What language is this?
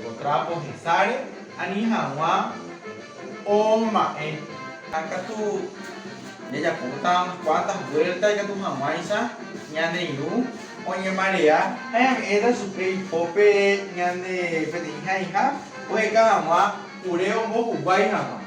Guarani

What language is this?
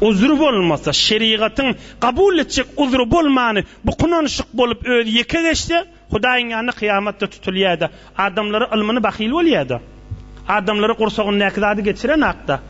Turkmen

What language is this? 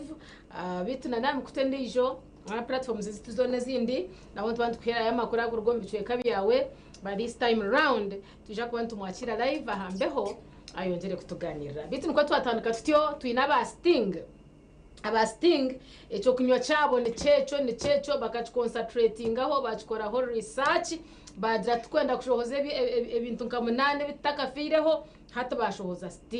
Nyankole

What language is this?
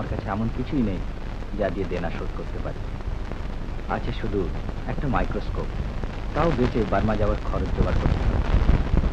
Bangla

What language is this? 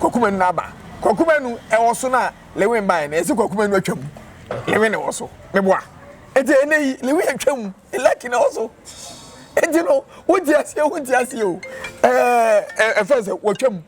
Akan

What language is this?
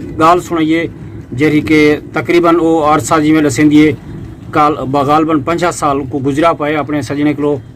Saraiki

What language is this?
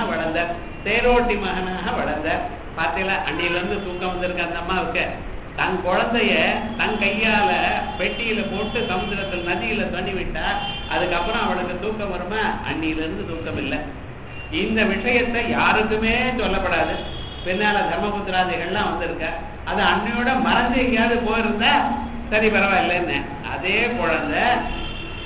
Tamil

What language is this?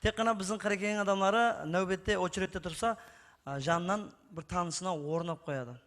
Kara-Kalpak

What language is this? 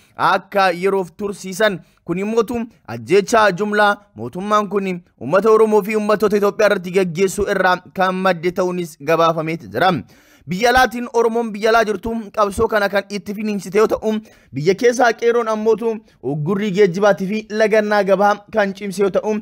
Oromo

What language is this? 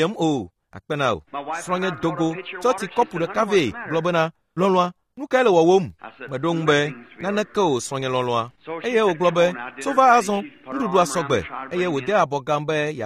Ewe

